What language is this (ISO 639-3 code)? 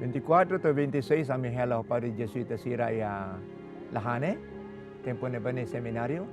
tet